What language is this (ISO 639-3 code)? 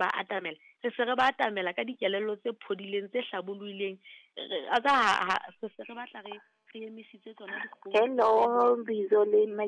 sot